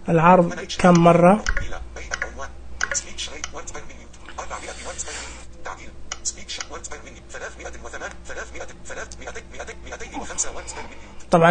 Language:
Najdi Arabic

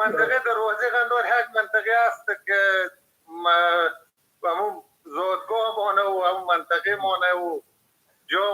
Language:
Persian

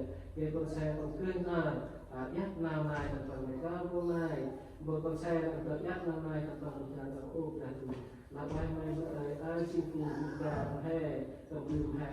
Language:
Central Mnong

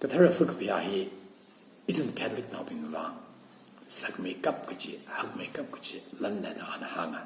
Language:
Tangkhul Naga (India)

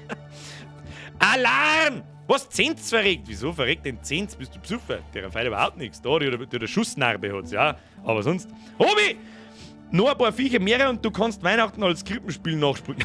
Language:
Bavarian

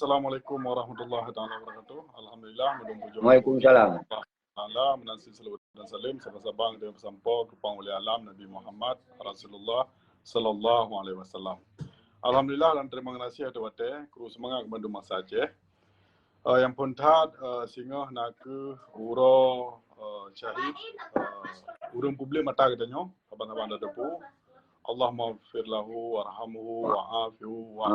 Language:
Achinese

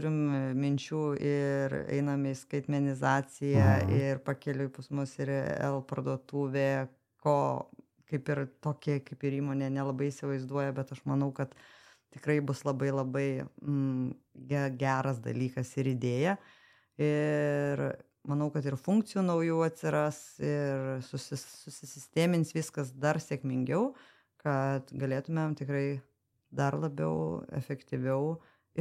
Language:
Lithuanian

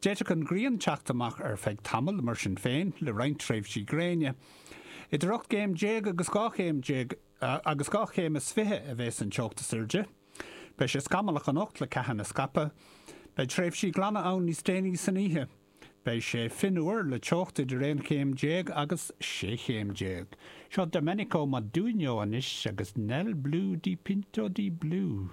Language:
Irish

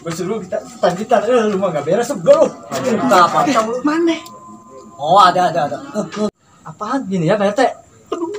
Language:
Betawi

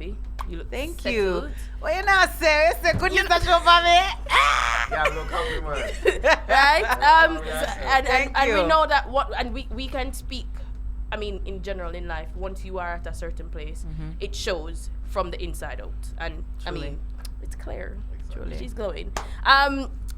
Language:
Jamaican Creole English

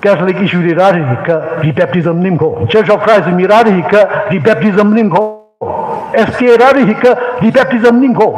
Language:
Tangkhul Naga (India)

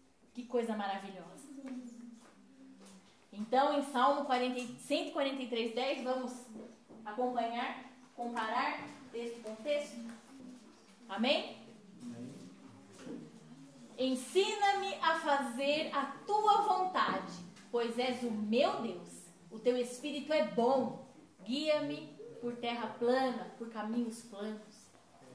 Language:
Portuguese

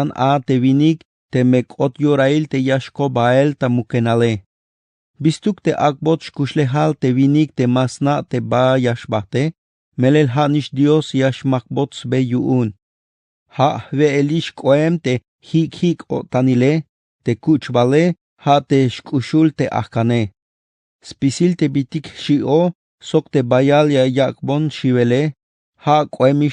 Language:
Tzeltal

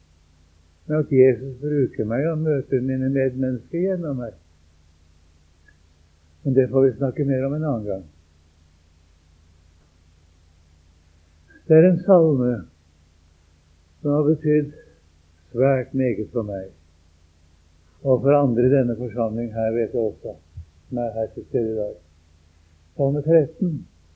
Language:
Norwegian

